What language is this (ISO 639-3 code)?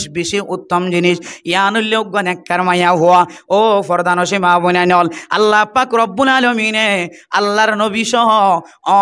rhg